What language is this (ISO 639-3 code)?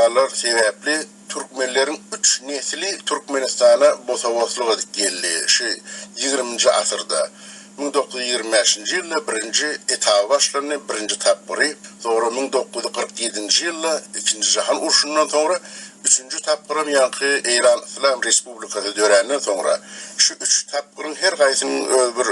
tuk